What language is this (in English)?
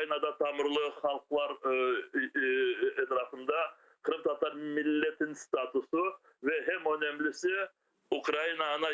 Crimean Tatar